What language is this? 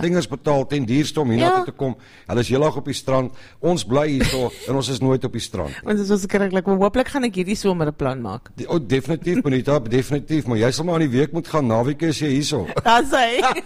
Afrikaans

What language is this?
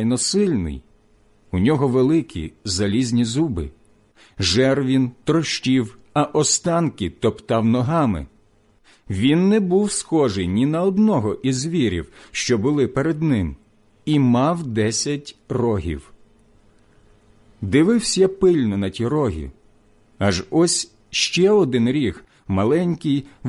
Ukrainian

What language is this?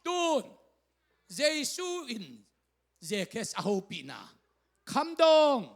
Tedim Chin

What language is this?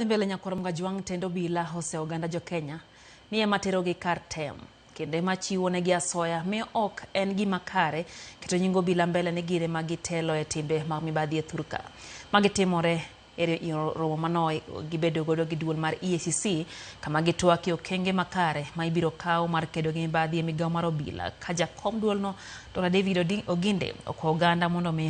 Luo (Kenya and Tanzania)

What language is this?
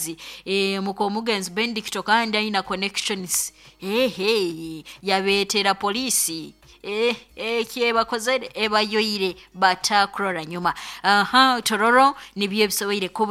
Nyoro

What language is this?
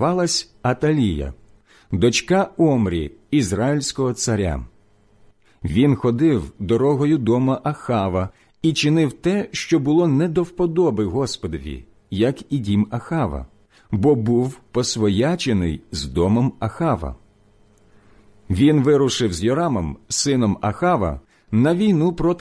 Ukrainian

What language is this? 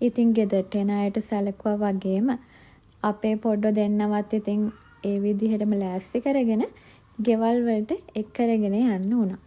Sinhala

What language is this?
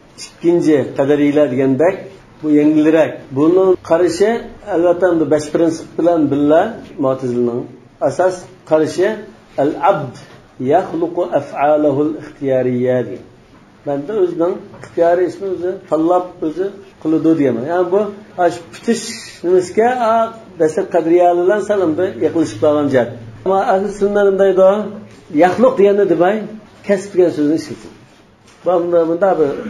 Uyghur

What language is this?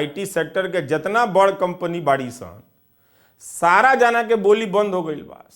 Bhojpuri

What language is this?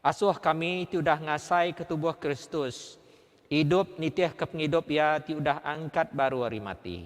Iban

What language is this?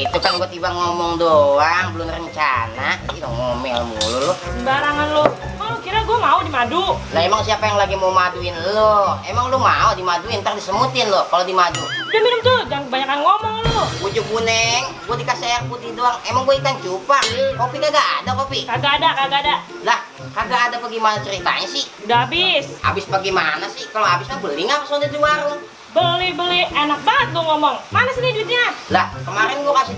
Betawi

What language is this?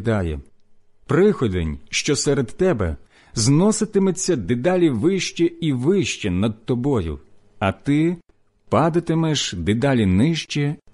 Ukrainian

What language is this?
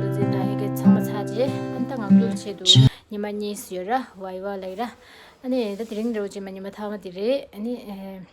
Tibetan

